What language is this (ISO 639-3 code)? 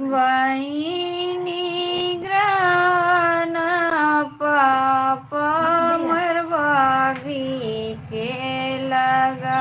mai